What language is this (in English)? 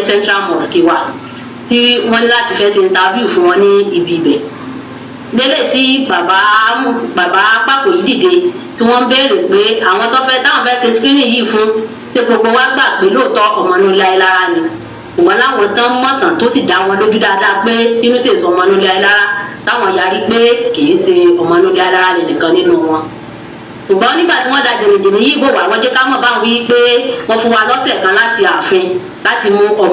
Yoruba